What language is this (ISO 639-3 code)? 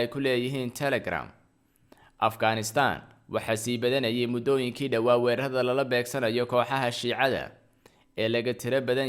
som